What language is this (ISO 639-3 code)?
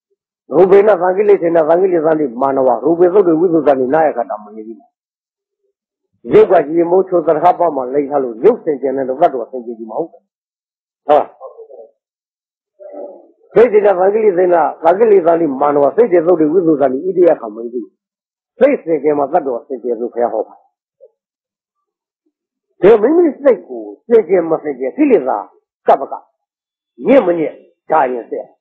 mya